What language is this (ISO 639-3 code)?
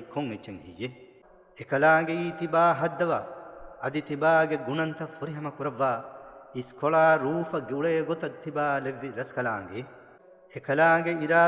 div